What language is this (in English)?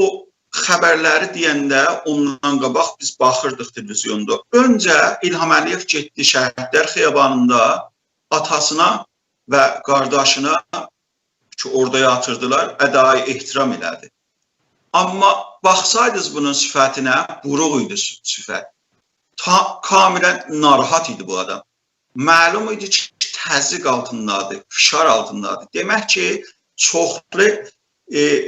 South Azerbaijani